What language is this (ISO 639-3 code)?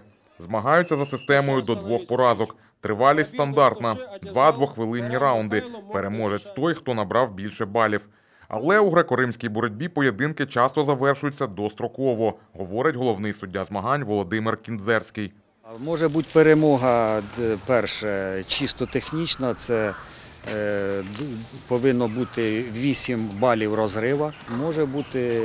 ukr